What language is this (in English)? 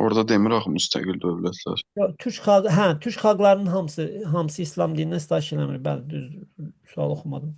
Azerbaijani